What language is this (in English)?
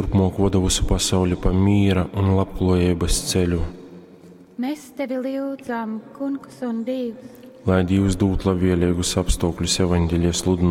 Latgalian